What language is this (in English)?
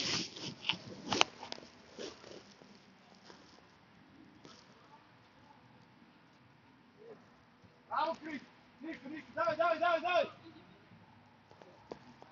Bulgarian